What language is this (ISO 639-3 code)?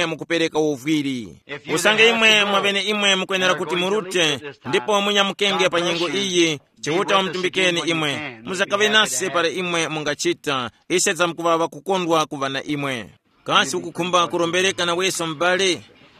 tum